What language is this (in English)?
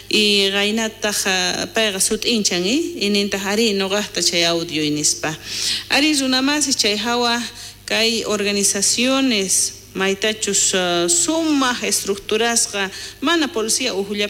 South Bolivian Quechua